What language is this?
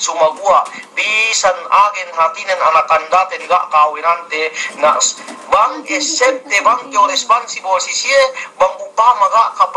Yakan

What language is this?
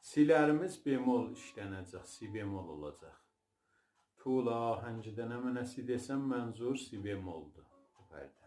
South Azerbaijani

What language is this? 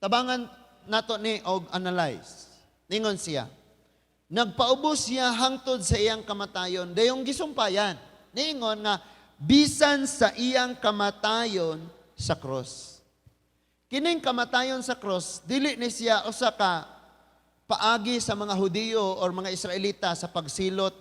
Cebuano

